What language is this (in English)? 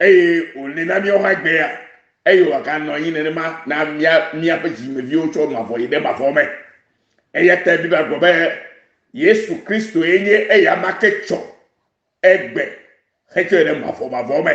Ewe